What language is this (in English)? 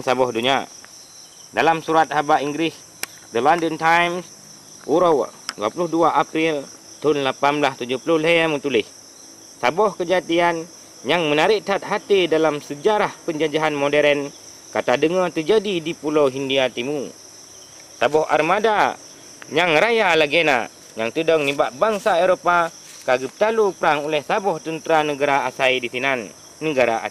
Achinese